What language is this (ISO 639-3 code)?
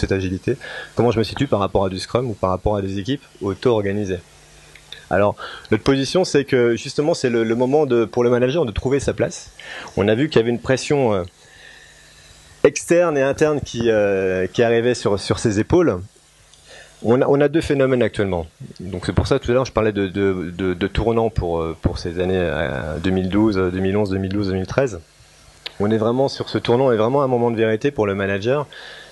fra